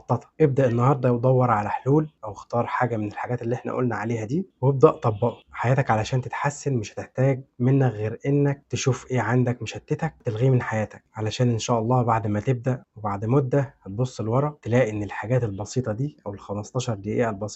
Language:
Egyptian Arabic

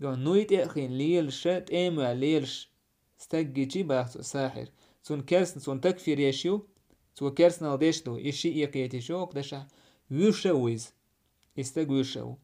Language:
Chechen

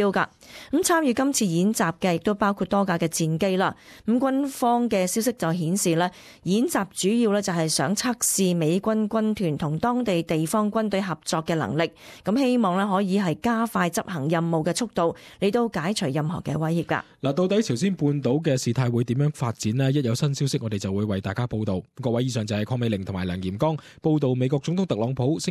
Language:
Cantonese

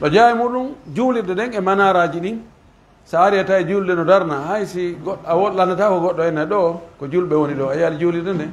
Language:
Pular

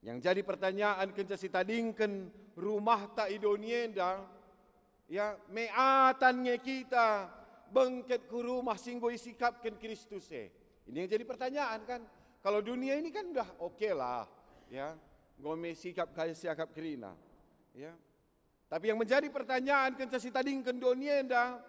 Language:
Batak Karo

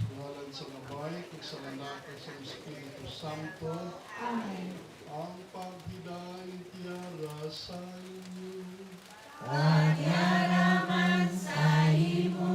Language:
Hiligaynon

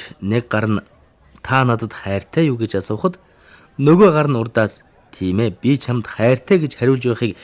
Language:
Mongolian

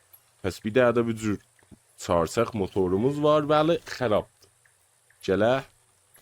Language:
South Azerbaijani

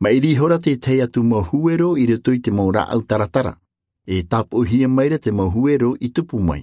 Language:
Tahitian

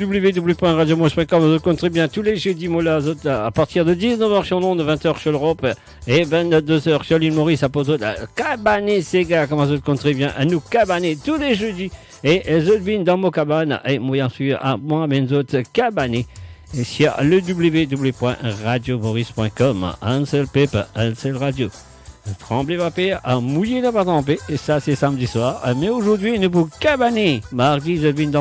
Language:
Morisyen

